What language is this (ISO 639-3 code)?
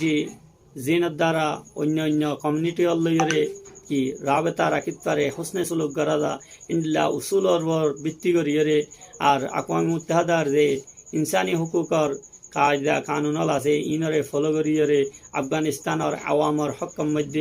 rhg